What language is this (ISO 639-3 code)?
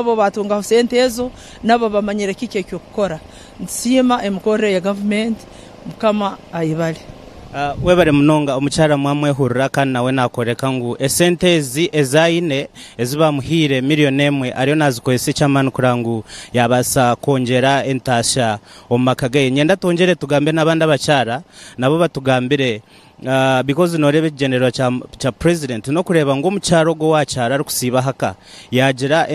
nyn